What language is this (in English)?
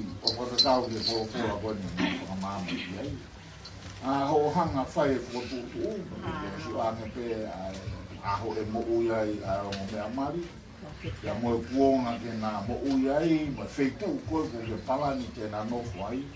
Tongan